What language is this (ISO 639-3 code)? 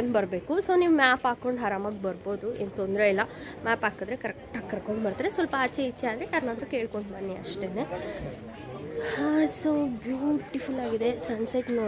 kan